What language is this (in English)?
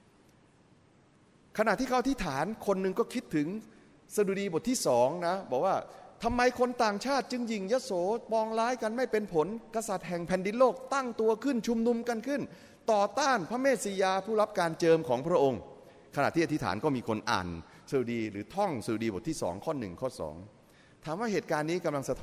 Thai